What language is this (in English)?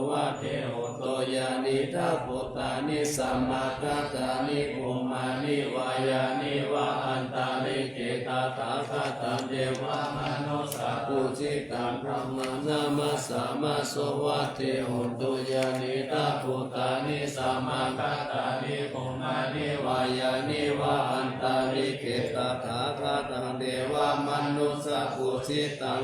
Pali